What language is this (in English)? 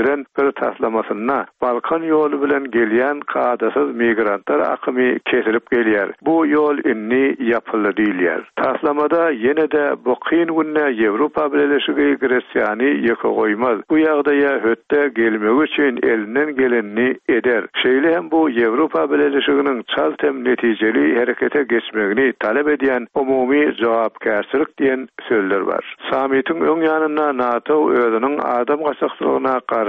Turkmen